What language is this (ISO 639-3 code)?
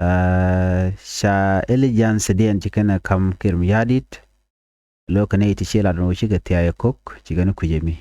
nus